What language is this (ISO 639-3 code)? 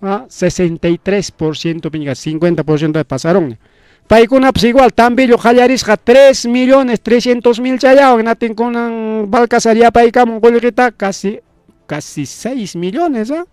quy